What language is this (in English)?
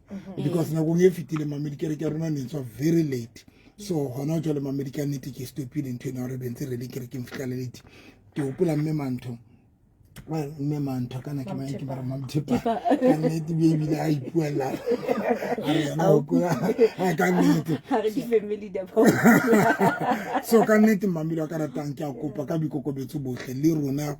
Southern Sotho